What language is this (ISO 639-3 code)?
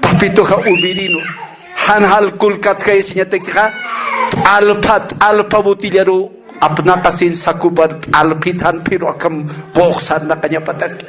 aym